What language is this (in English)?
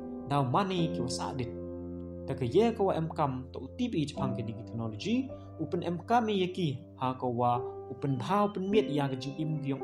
Pnar